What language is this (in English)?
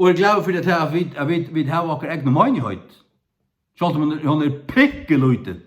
Faroese